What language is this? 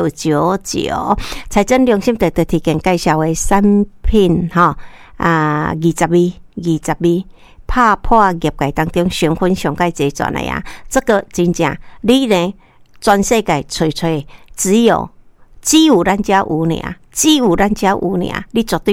Min Nan Chinese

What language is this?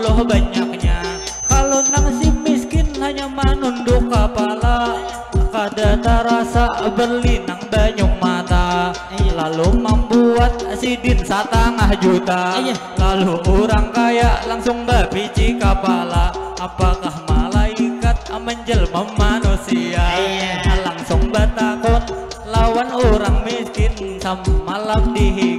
Banjar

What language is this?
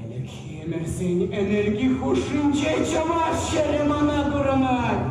Chuvash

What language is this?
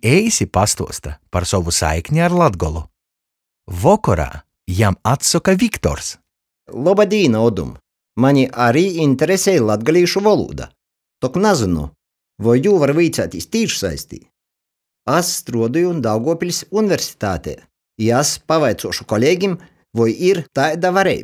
Latgalian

